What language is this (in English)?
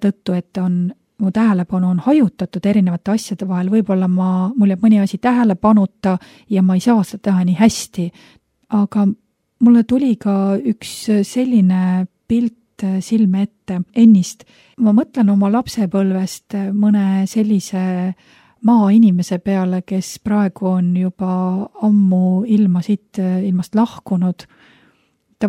Estonian